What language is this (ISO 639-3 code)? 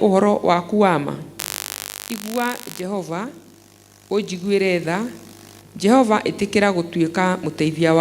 kik